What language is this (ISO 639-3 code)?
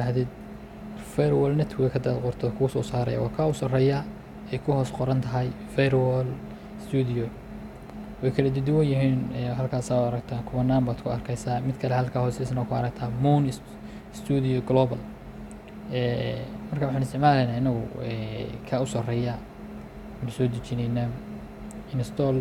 som